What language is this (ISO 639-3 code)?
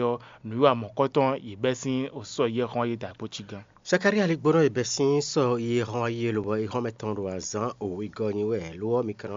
fon